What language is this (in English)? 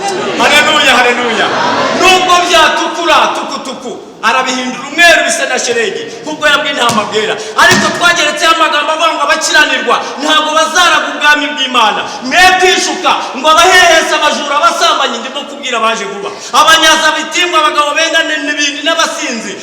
Kinyarwanda